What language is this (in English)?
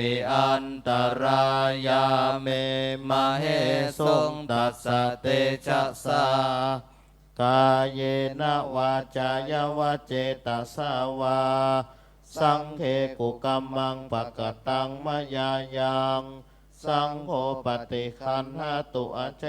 Pali